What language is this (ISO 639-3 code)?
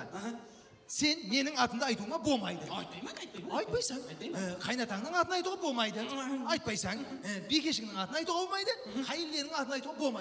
kaa